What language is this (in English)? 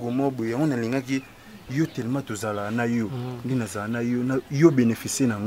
Lingala